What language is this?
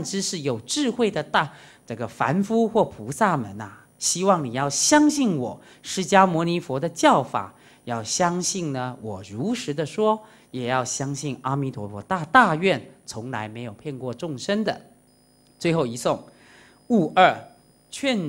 Chinese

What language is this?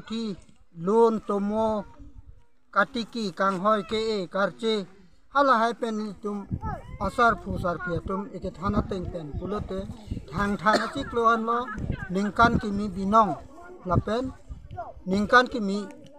Karbi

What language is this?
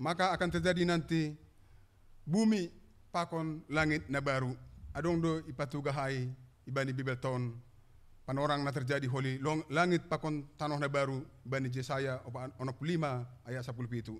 Batak Simalungun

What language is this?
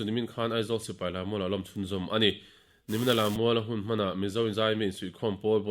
Mizo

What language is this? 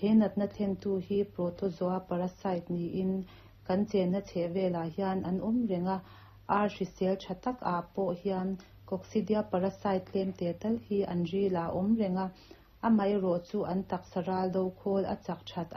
Mizo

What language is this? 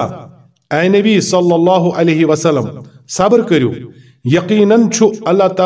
Kashmiri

